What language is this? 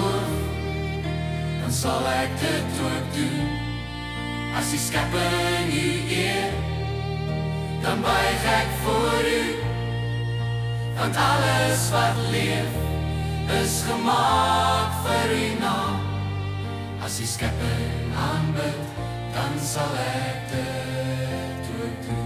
Afrikaans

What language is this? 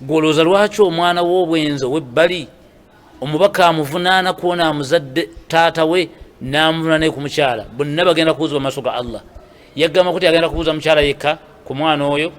Ganda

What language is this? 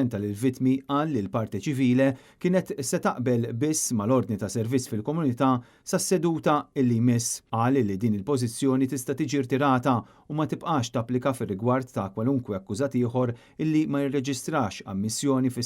Maltese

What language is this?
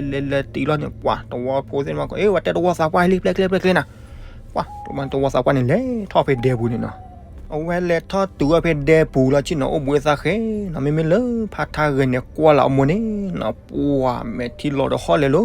S'gaw Karen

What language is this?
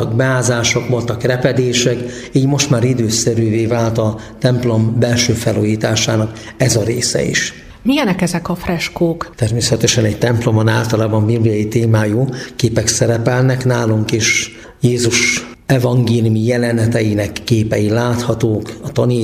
Hungarian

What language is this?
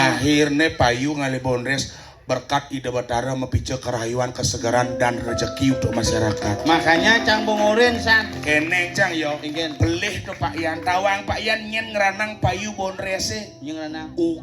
Balinese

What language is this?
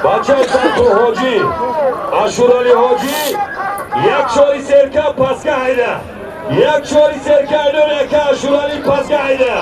Tajik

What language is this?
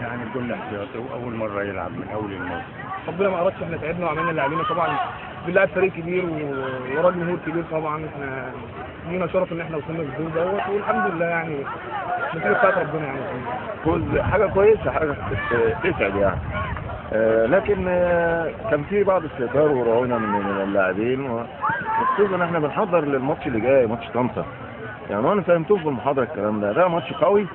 Egyptian Arabic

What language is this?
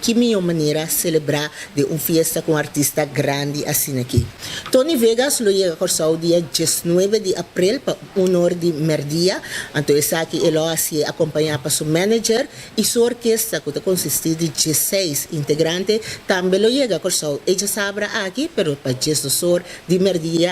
Papiamento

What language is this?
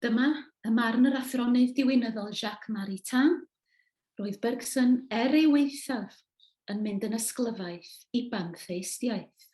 Welsh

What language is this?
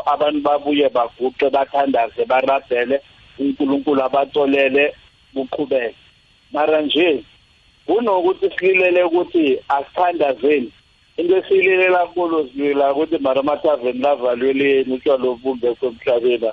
South Ndebele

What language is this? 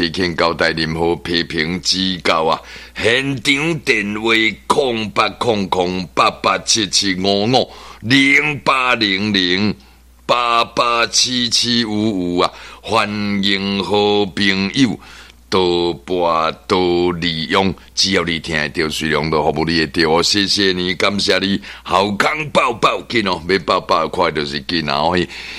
Min Nan Chinese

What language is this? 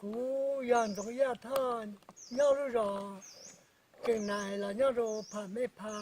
Hmong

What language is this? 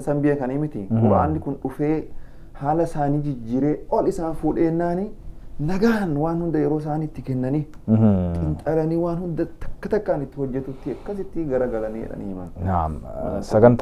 Oromo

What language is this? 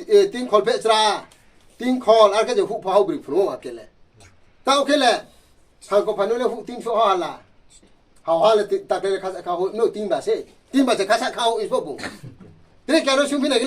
Riang (India)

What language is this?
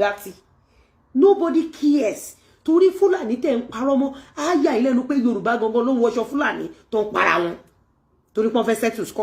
Yoruba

